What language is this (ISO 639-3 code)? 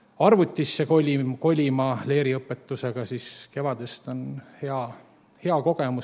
est